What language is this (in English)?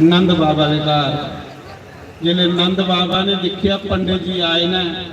Dogri